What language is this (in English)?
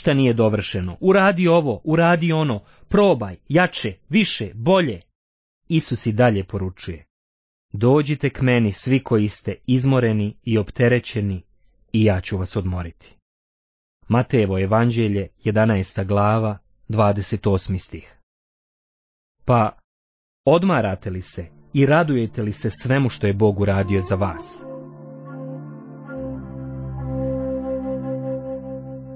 Bosnian